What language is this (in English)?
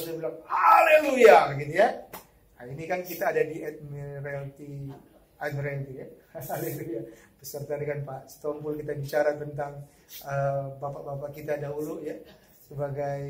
Indonesian